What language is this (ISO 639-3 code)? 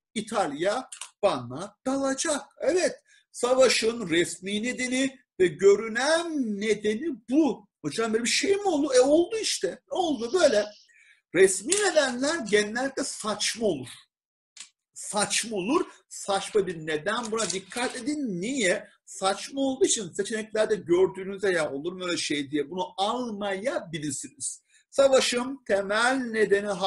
tur